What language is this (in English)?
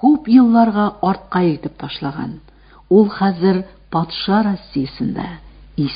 Tatar